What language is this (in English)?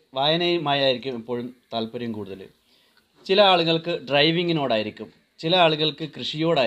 Malayalam